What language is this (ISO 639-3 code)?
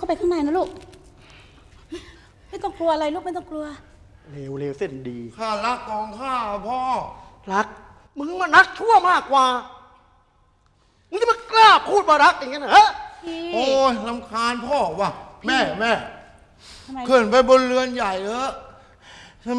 tha